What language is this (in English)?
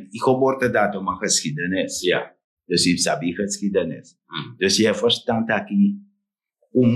Sranan Tongo